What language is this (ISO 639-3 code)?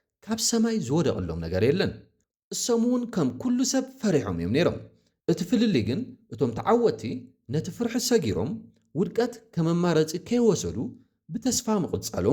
tir